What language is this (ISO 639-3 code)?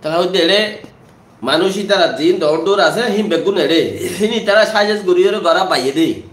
rhg